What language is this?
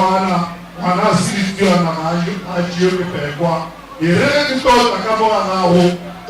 Northern Sotho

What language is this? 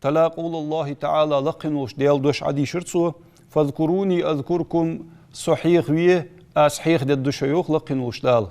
Ingush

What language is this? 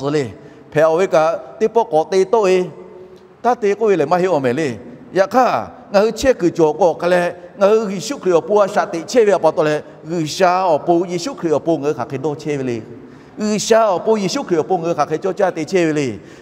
Lahu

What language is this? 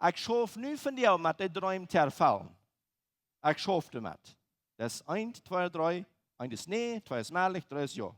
Plautdietsch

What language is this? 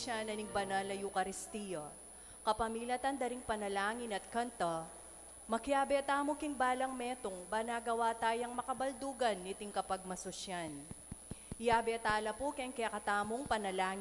Pampanga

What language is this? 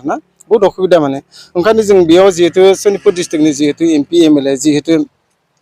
Bodo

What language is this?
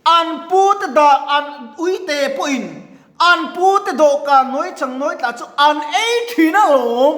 Mizo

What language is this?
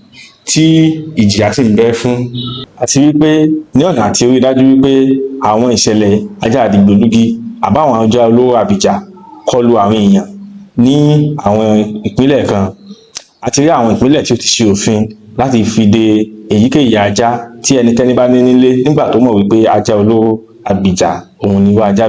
Yoruba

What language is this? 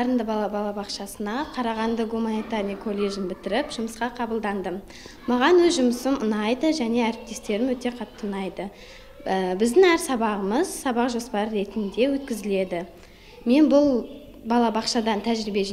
Kazakh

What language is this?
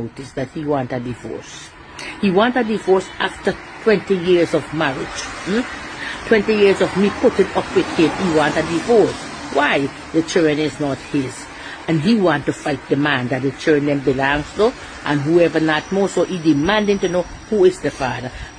Jamaican Creole English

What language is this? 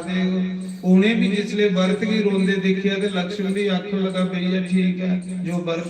Dogri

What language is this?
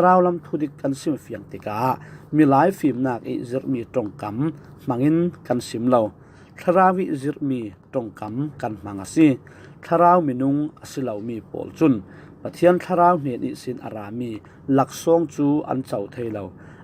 Falam Chin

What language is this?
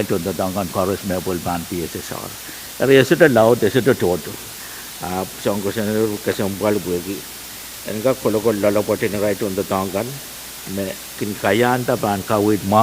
Pohnpeian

